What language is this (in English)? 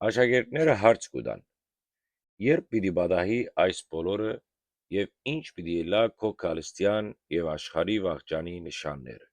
Western Armenian